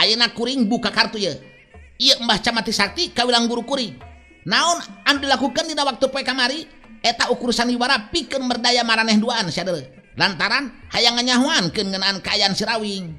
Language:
Sundanese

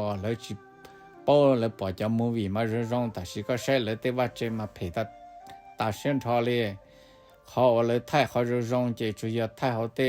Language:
Hmong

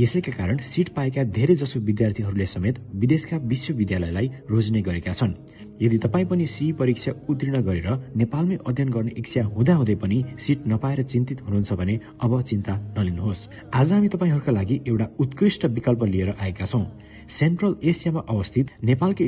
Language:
Nepali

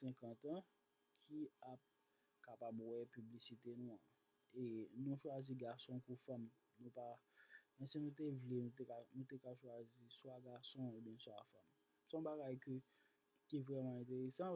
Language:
Haitian Creole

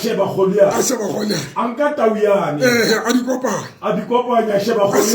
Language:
Southern Sotho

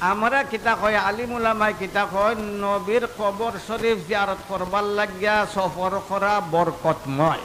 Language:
Sylheti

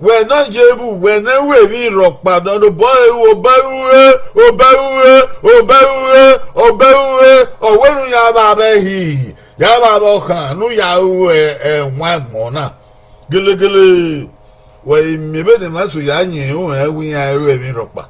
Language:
Bini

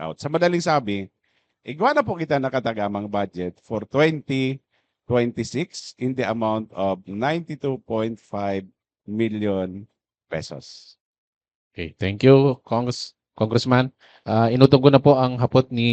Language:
Bikol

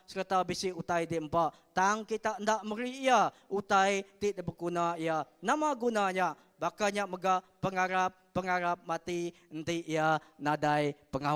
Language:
Iban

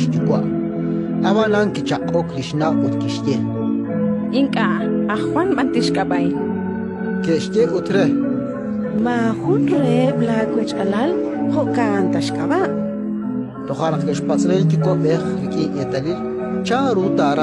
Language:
Kekchí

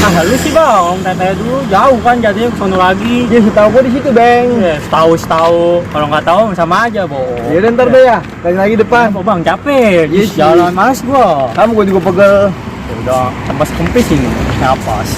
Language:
Betawi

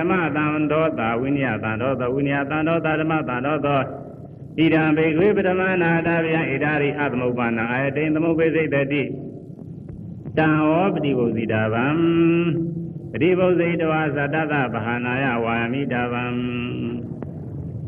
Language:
Burmese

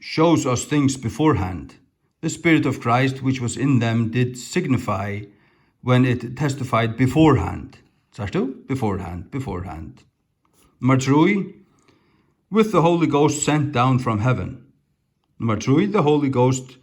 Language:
Faroese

